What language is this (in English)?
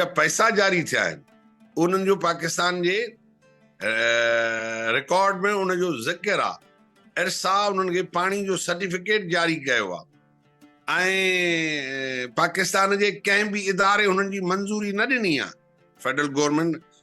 Sindhi